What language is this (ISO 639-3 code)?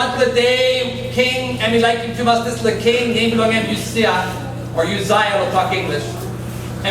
tpi